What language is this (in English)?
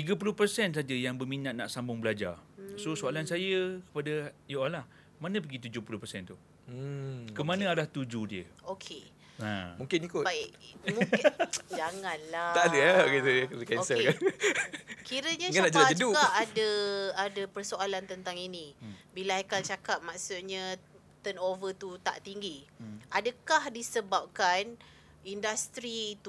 Malay